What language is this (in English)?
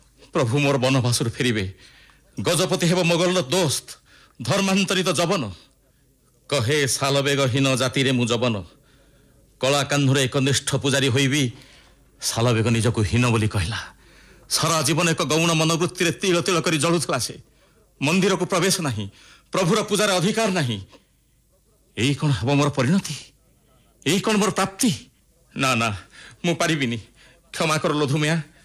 Odia